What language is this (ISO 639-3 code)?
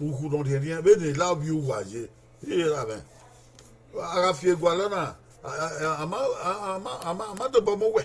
bin